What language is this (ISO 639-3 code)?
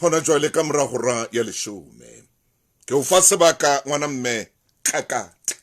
sot